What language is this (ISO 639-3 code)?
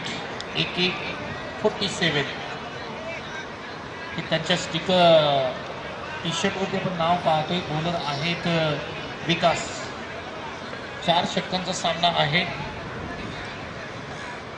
mar